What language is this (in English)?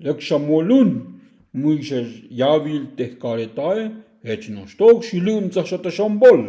Tzotzil